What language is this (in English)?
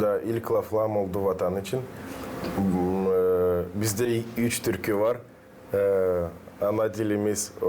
Gagauz